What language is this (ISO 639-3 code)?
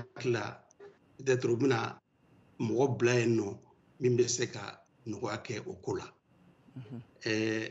bam